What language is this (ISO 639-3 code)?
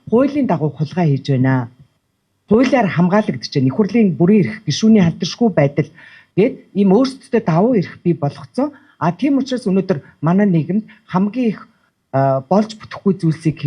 mon